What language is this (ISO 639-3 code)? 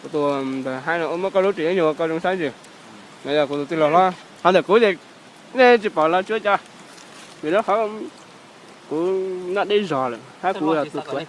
hmn